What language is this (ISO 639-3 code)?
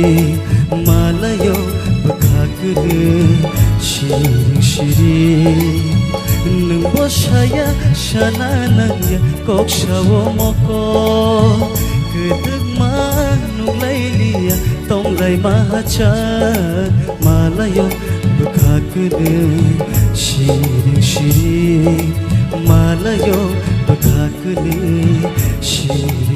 trp